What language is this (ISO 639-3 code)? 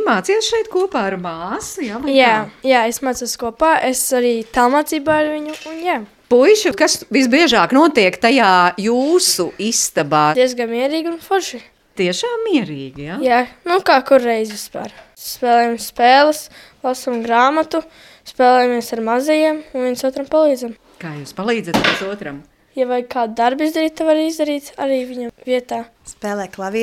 lav